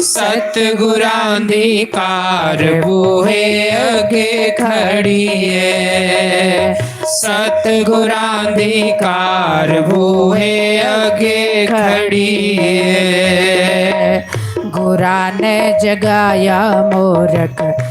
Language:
Dogri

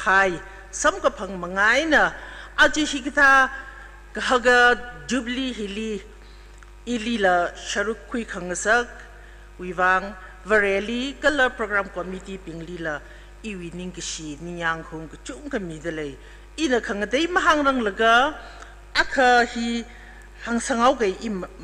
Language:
Tangkhul Naga (India)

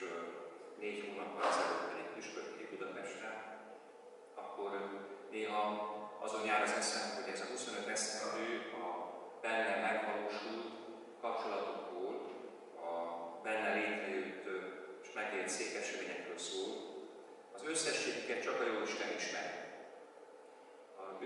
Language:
Hungarian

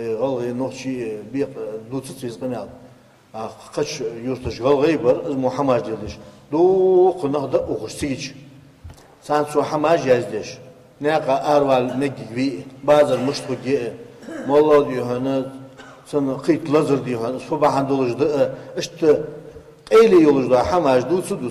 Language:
Ingush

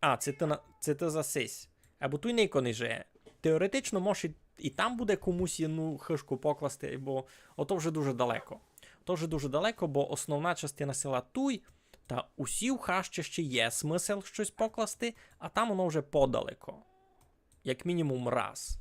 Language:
Rusyn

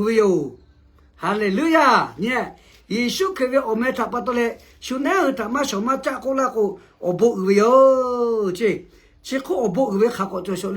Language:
Lahu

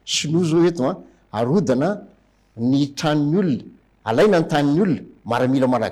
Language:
Malagasy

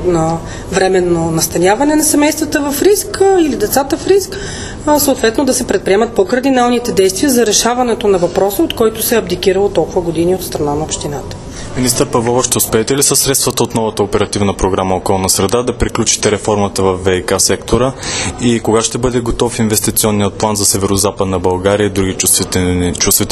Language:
Bulgarian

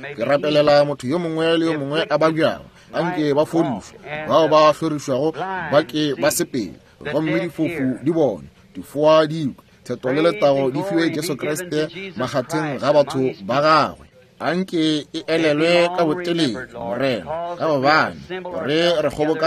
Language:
Northern Sotho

